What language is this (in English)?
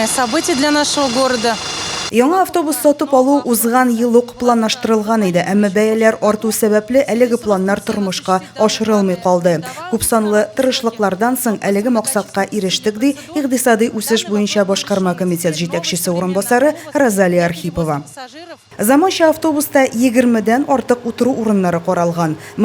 Tatar